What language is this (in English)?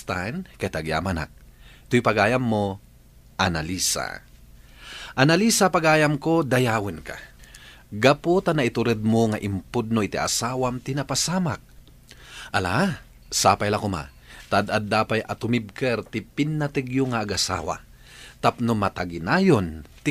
Iloko